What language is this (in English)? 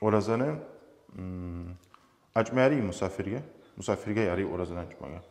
Kumyk